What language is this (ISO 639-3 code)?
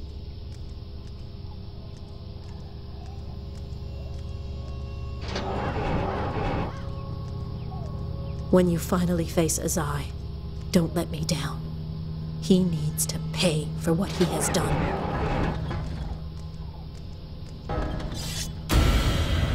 eng